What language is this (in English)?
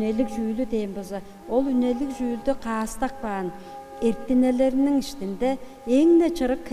Tuvinian